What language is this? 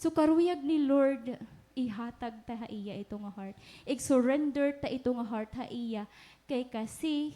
Waray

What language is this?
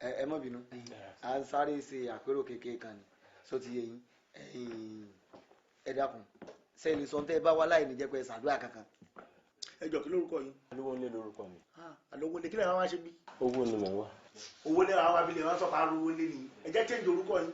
Yoruba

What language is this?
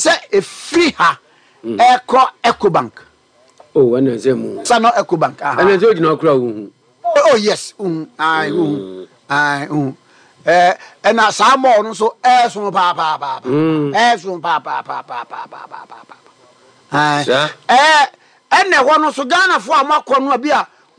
Akan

